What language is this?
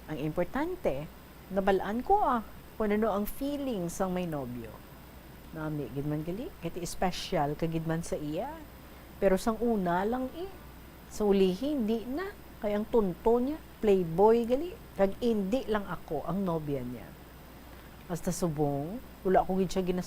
Hiligaynon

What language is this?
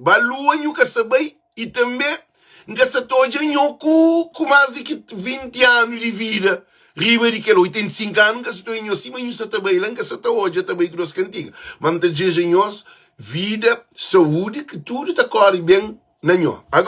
Kabuverdianu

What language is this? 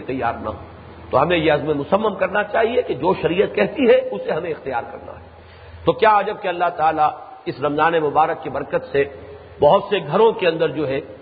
Urdu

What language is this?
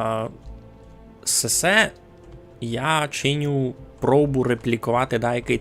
Rusyn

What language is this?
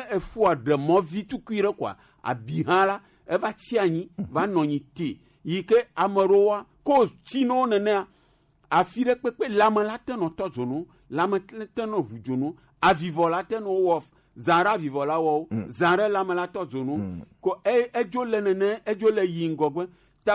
Gen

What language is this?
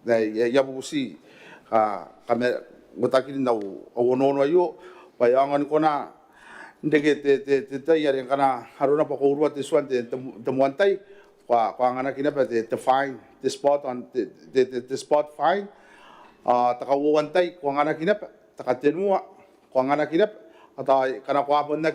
Gilbertese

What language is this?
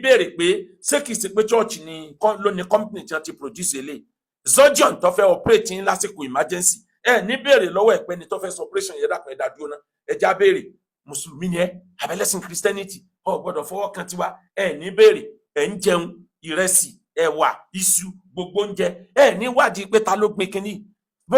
Yoruba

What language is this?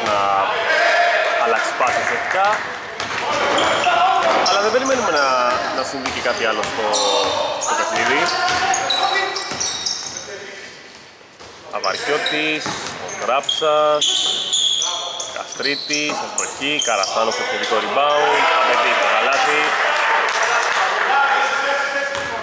Greek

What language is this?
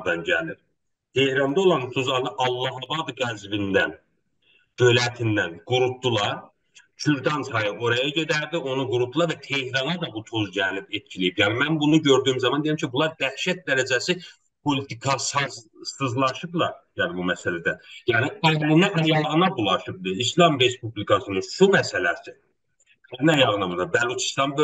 South Azerbaijani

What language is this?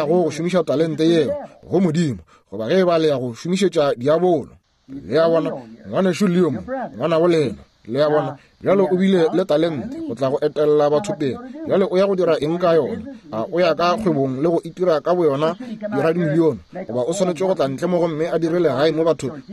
Northern Sotho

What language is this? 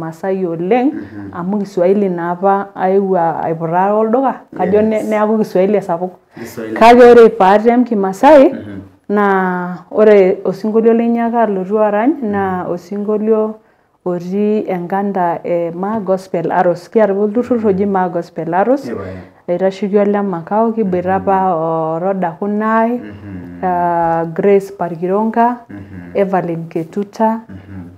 Masai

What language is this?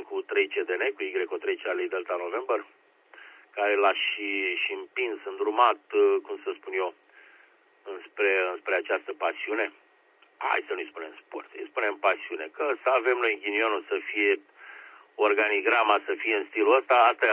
Romanian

